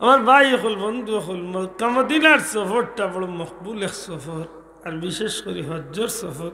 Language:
Sylheti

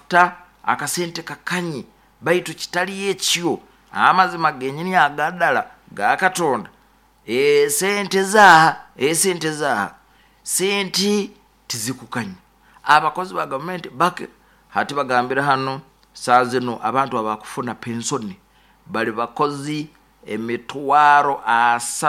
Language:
Nyoro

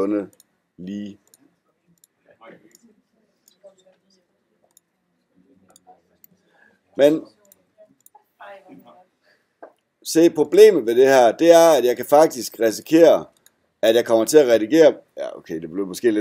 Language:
Danish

